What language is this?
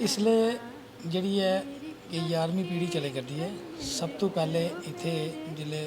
Dogri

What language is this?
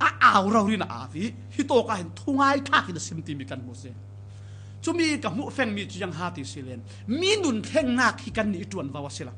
Falam Chin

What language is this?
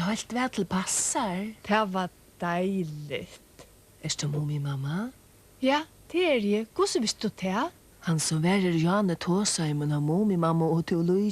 Faroese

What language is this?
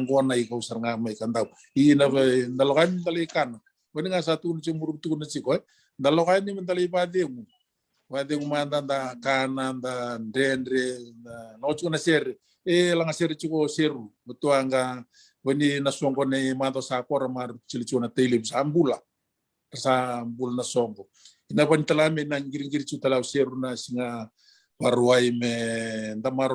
Fijian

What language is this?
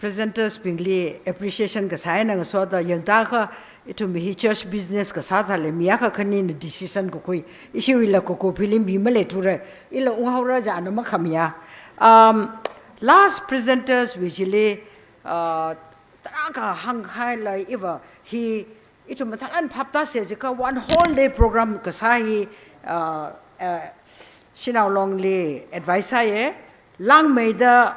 Tangkhul Naga (India)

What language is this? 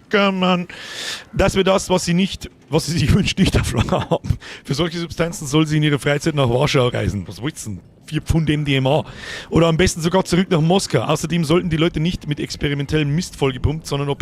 Bavarian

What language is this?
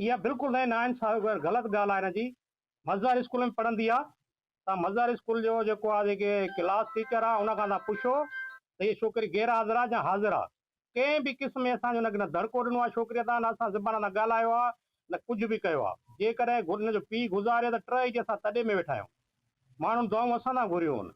Sindhi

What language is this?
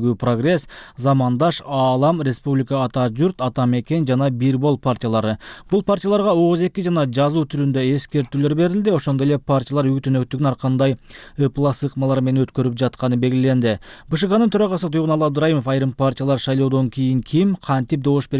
Kyrgyz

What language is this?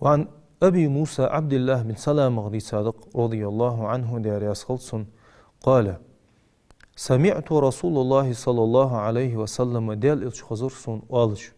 Ingush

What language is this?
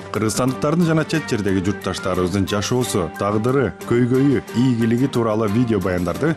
Kyrgyz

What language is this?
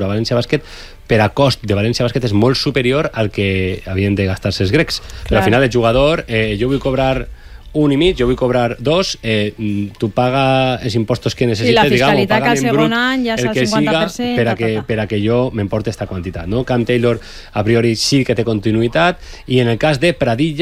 Catalan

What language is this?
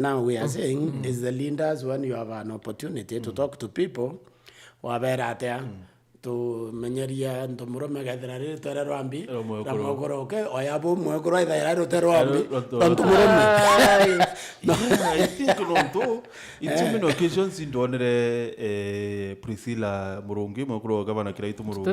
Meru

